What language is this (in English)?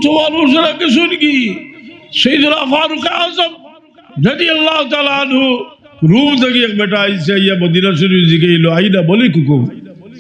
Sylheti